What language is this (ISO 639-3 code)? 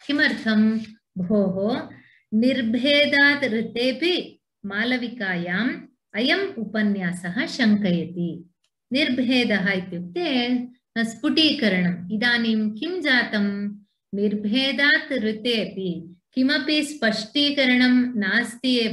san